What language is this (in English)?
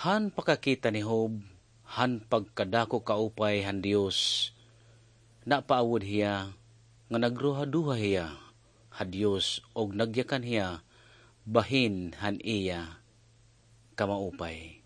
Waray